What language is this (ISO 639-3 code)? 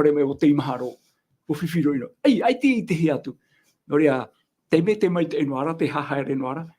tah